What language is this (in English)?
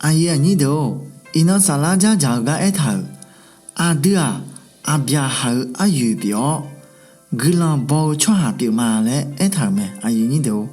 Akha